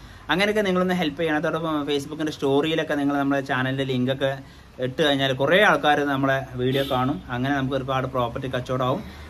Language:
Malayalam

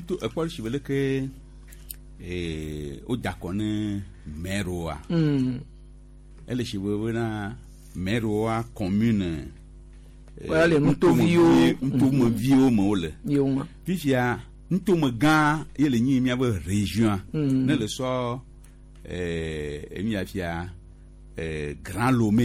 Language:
Gen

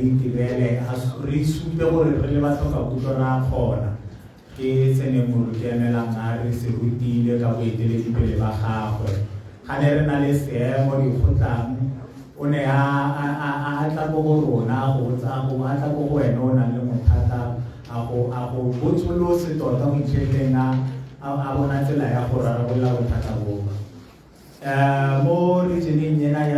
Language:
Tswana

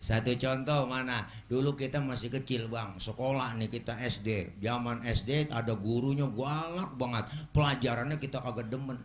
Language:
Betawi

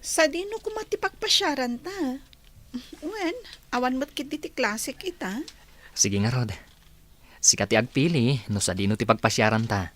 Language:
Iloko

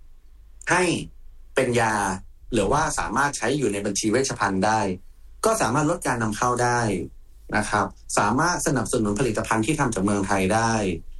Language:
Thai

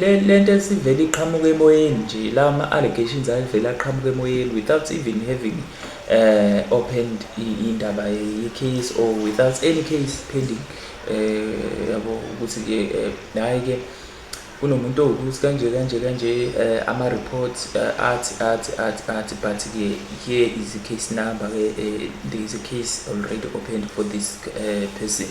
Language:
Zulu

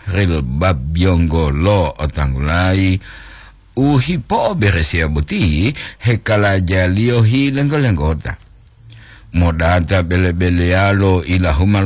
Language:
Gorontalo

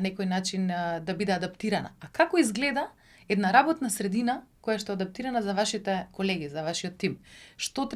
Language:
Macedonian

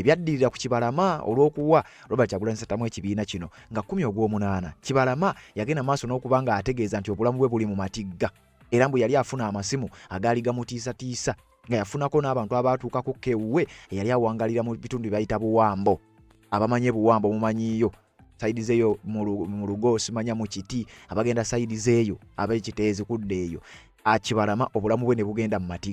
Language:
Ganda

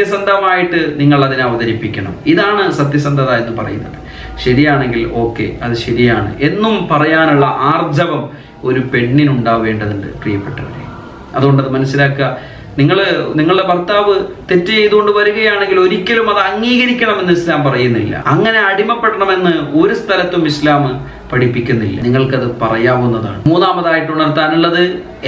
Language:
Malayalam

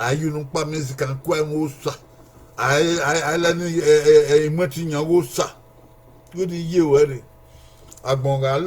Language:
Bini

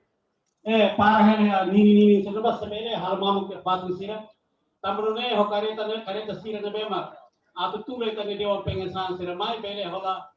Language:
Tetum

